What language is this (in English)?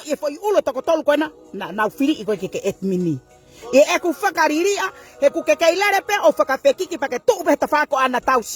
Tongan